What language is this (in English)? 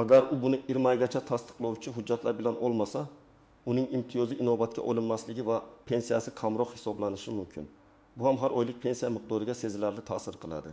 Uzbek